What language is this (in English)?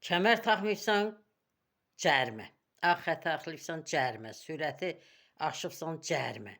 Azerbaijani